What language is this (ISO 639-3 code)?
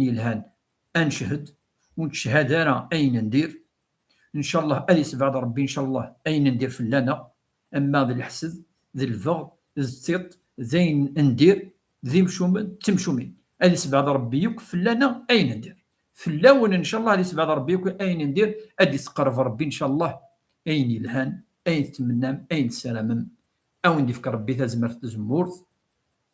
kab